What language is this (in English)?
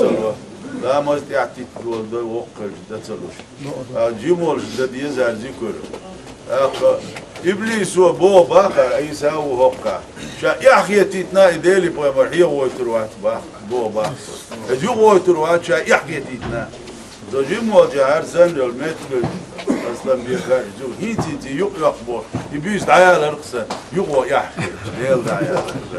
Chechen